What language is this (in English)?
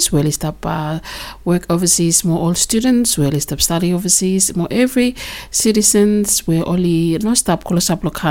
Bislama